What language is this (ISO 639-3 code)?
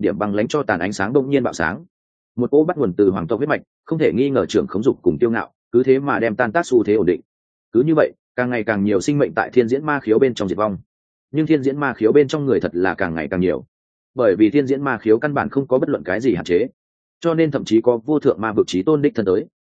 vie